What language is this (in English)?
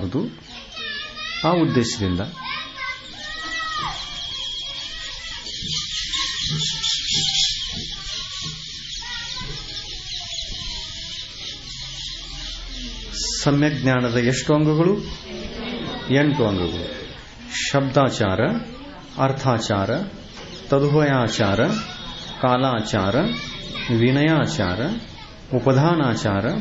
Kannada